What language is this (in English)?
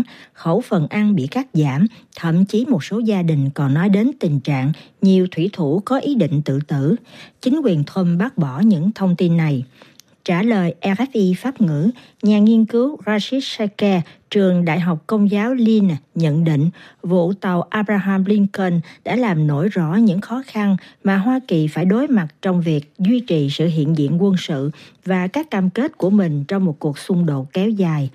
Vietnamese